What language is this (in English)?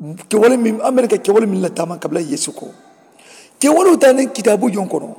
Mandingo